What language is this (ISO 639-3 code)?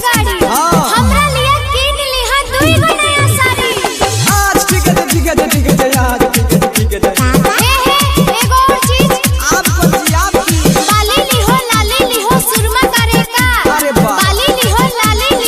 mai